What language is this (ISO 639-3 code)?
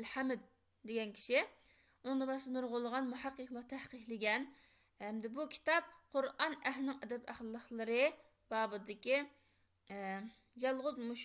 uig